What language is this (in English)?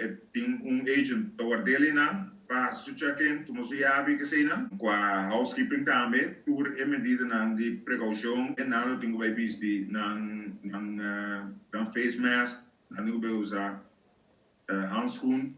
Papiamento